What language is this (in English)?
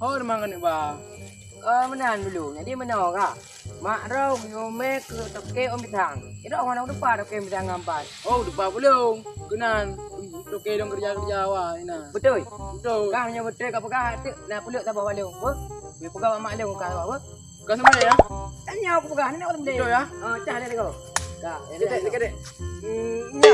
Achinese